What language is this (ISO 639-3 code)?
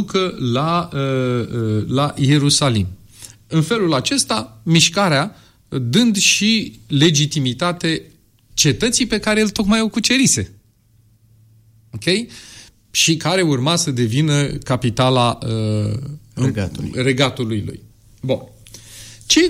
ron